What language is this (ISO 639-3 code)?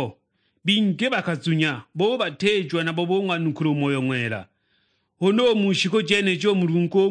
suk